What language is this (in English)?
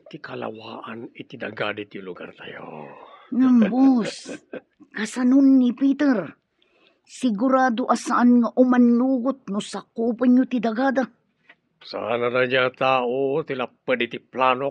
Iloko